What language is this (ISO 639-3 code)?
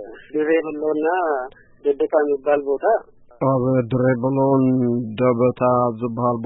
tir